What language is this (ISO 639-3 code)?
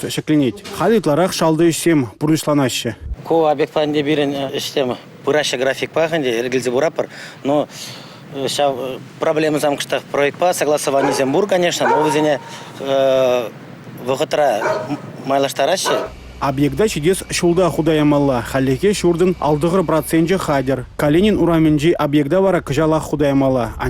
chv